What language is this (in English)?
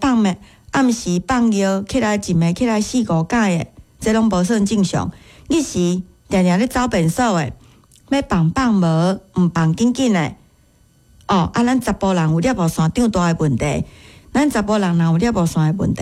Min Nan Chinese